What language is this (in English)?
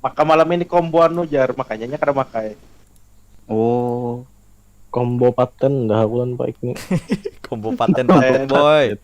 Banjar